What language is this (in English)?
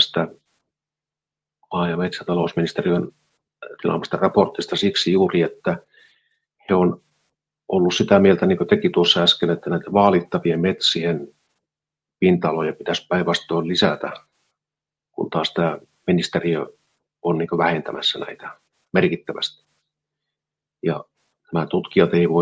Finnish